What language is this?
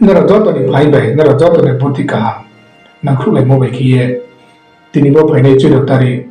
Riang (India)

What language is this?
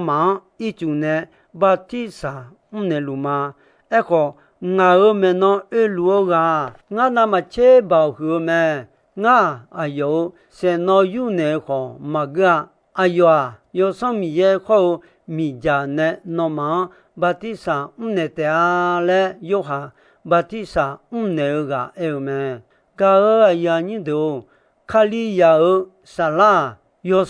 Akha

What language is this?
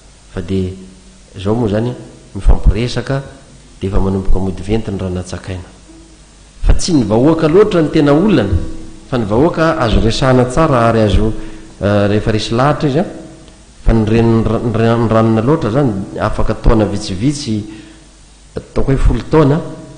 Malagasy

